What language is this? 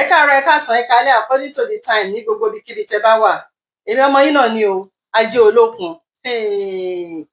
Yoruba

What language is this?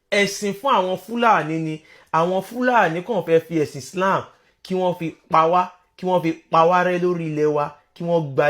Yoruba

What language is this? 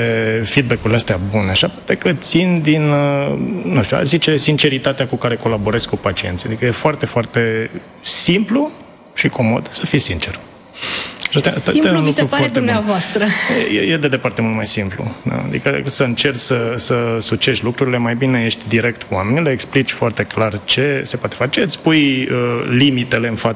Romanian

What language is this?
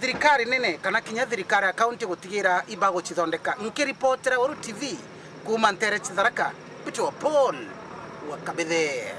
Meru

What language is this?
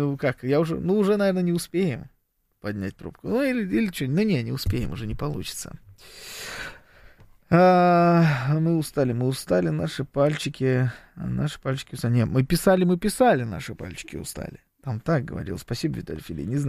Russian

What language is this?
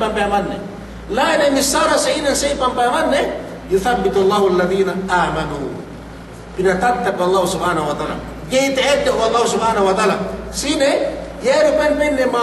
Yakan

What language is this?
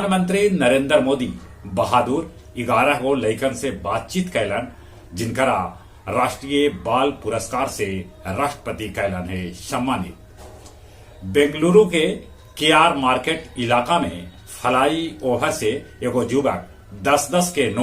Magahi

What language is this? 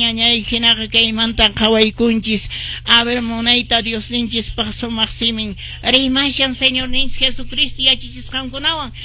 Quechua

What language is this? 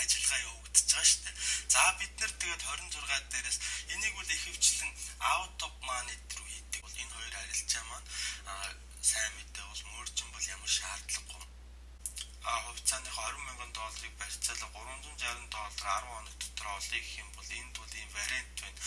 Mongolian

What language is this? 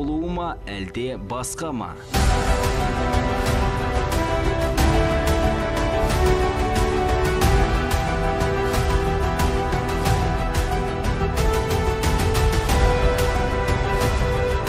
Kazakh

